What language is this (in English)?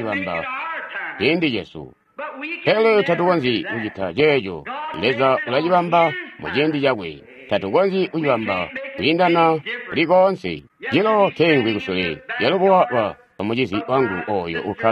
Tonga (Zambia)